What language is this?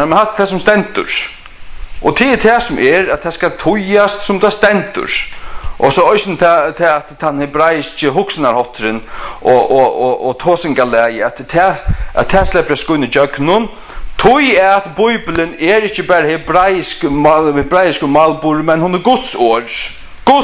Faroese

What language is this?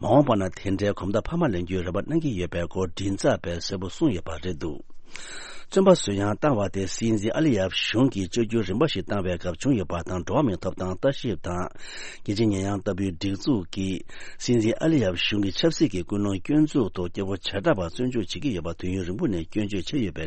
Tibetan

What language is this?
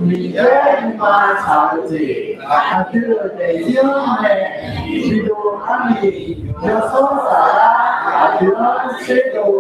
Akha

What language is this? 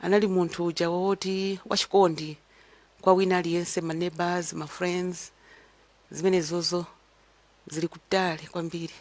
Nyanja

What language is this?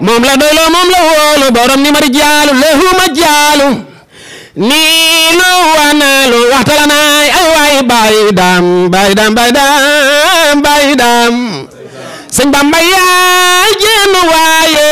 Wolof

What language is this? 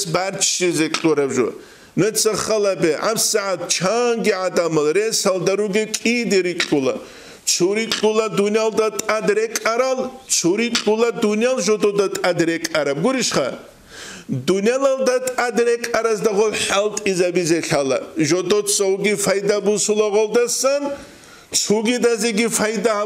Avaric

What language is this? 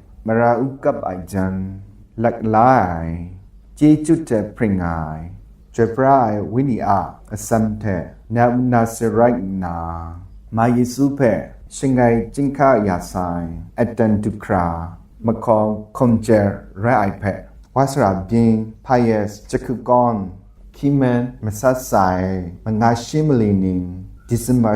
Kachin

